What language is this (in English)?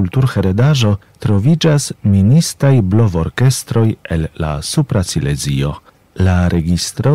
Esperanto